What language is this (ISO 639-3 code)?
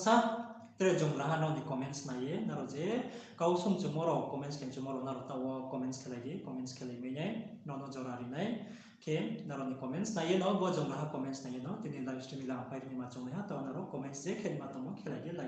ria